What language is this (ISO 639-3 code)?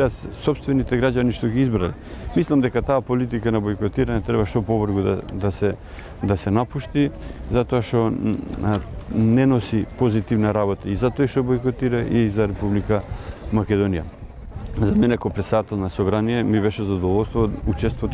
mkd